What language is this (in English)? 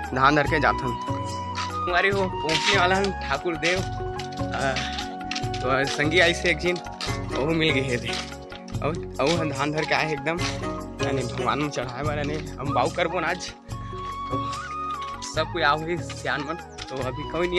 Chhattisgarhi